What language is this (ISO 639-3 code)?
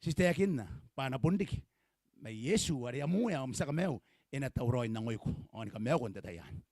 gil